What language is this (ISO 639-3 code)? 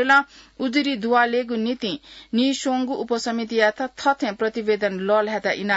new